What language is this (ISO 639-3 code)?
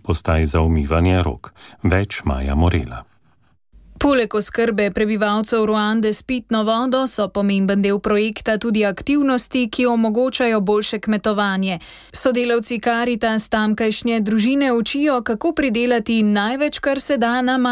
slv